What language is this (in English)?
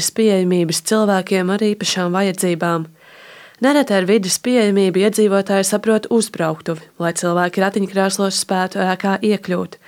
Latvian